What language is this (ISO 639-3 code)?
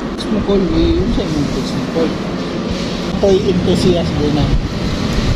fil